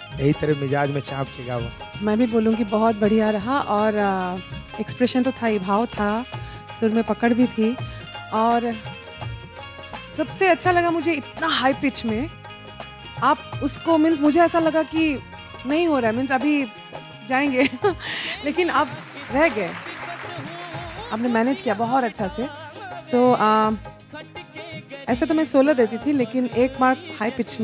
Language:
Bhojpuri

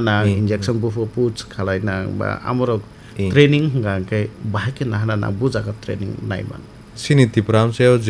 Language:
Kok Borok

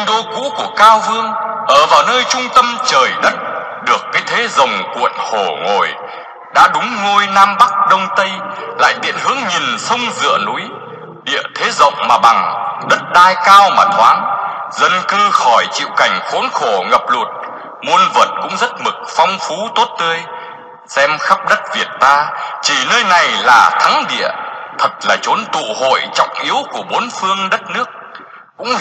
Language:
Vietnamese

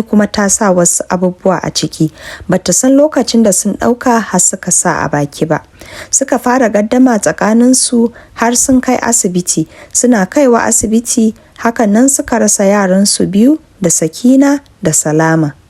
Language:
Hausa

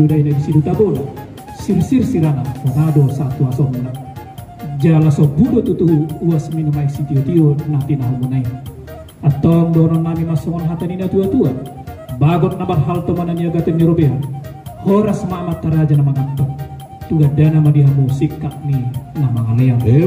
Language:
Batak Toba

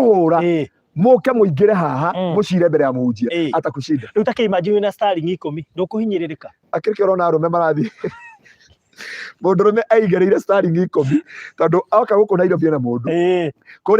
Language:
Kikuyu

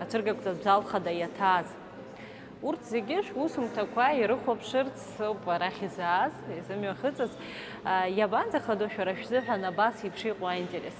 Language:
Abkhazian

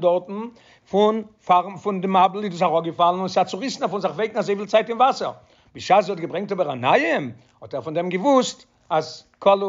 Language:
Yiddish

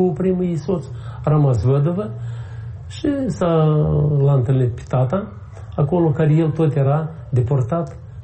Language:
Romanian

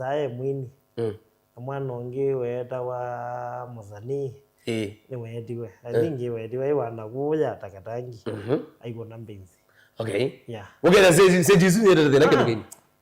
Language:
Kamba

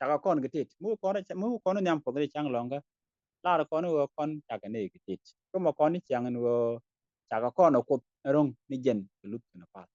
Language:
Nuer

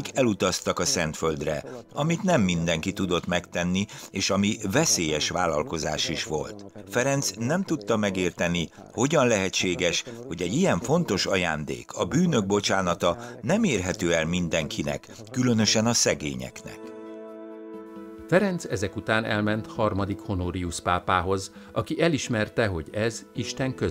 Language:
Hungarian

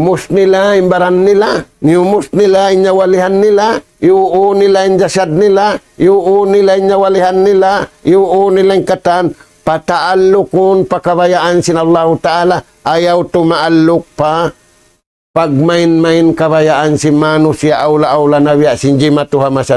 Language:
Tausug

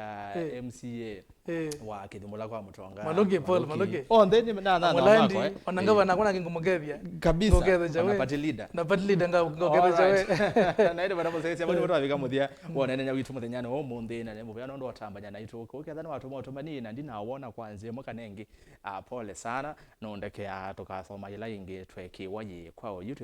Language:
Kamba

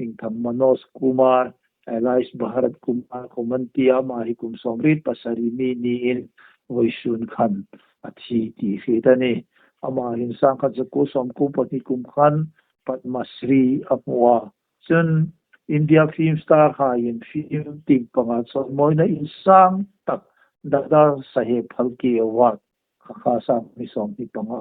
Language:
Hmar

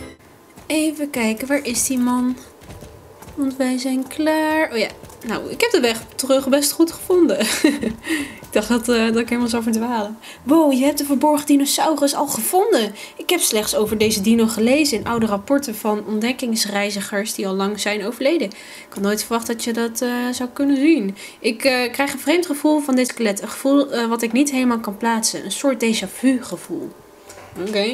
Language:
Dutch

